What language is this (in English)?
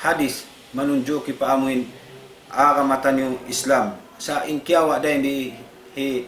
Tausug